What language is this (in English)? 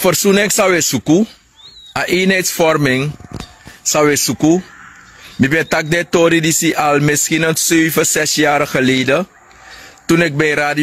Sranan Tongo